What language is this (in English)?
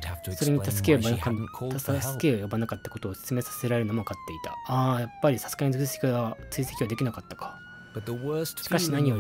Japanese